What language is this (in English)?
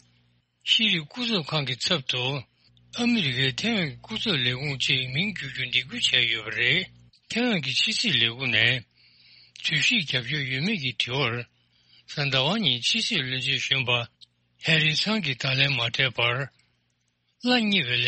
Tibetan